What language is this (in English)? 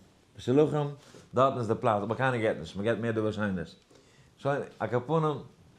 Yiddish